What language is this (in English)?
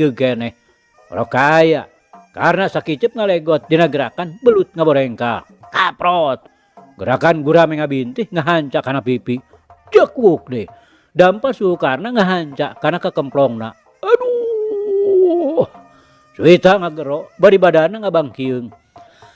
Sundanese